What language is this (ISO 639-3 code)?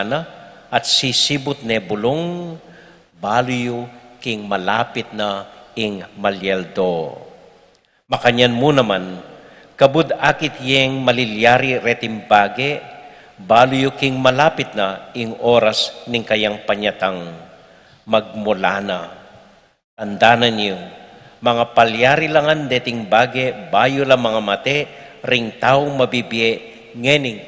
pam